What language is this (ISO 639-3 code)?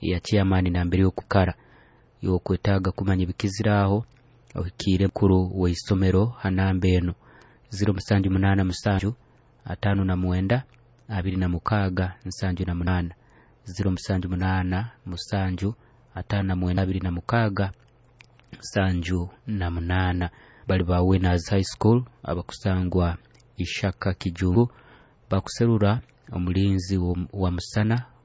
nyo